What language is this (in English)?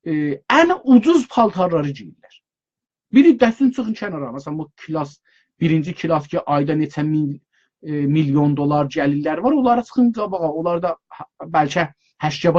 South Azerbaijani